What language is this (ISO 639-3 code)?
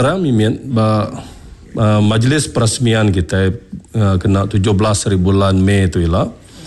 iba